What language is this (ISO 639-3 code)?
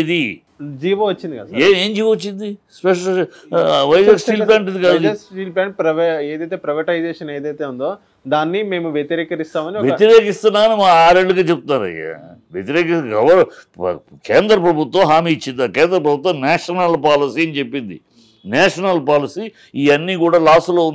tel